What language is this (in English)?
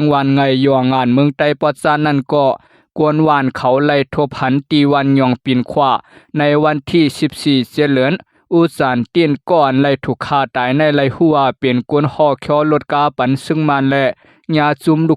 Shan